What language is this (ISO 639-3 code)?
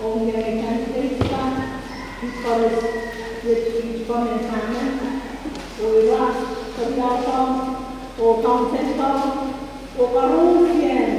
pon